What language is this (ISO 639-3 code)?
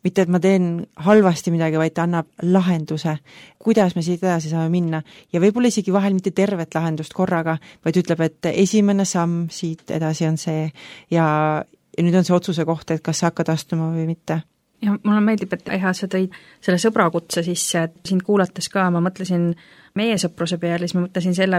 est